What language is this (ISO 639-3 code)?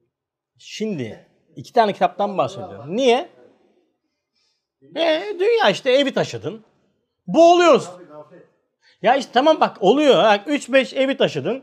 tur